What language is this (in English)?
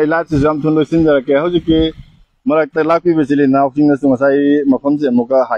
Manipuri